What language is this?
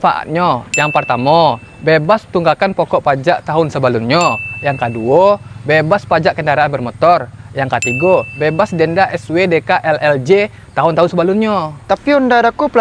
Minangkabau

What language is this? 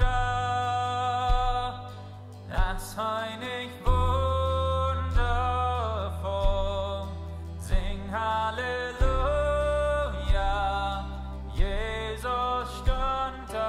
Plautdietsch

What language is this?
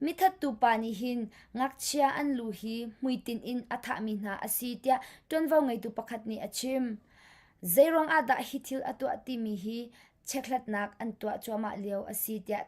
Hakha Chin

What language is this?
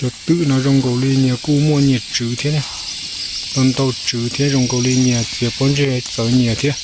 Hmong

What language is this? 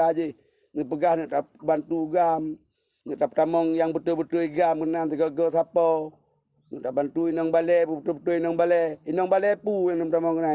Achinese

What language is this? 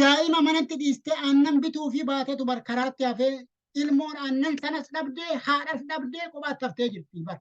Oromo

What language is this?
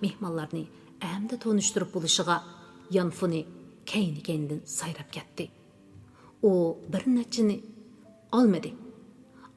Uyghur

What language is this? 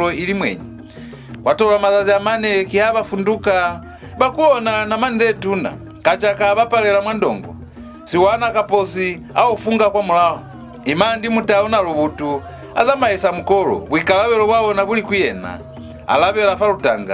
Lozi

